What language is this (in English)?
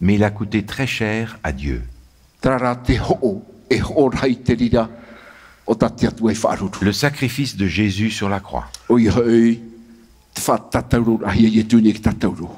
Tahitian